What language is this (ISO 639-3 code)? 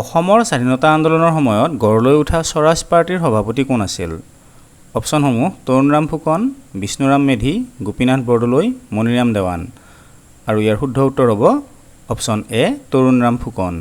asm